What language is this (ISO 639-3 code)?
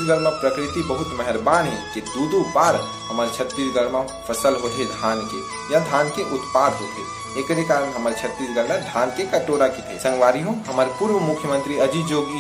hne